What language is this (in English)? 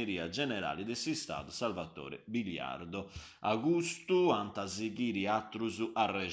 Sardinian